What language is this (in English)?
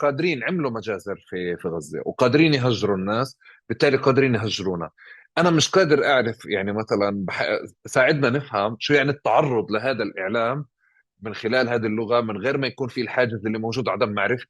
North Levantine Arabic